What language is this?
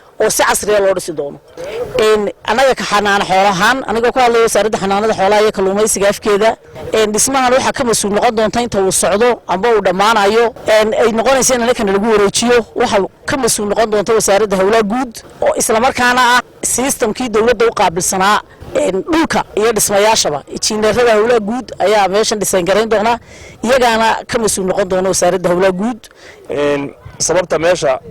Somali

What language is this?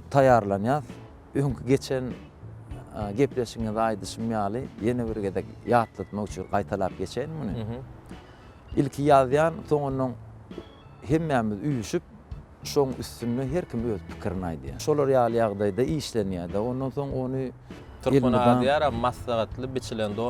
Turkmen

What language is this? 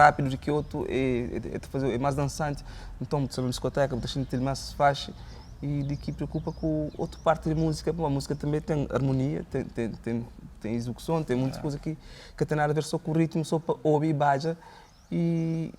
Kabuverdianu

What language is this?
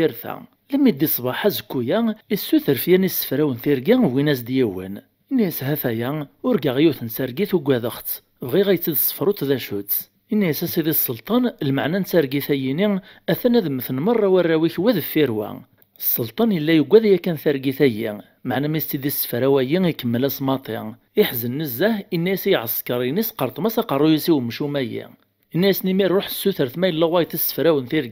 Kabyle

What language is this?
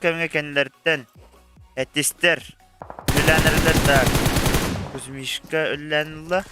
Yakut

